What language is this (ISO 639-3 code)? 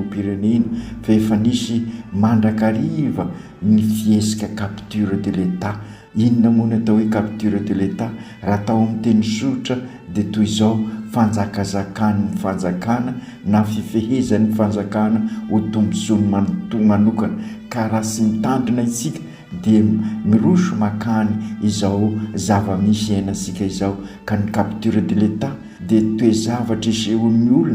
mlg